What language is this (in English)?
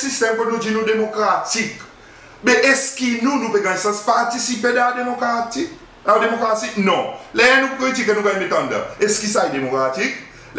Seselwa Creole French